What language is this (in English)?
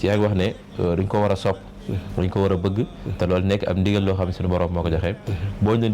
Wolof